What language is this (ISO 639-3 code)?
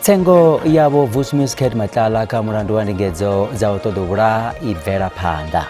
ven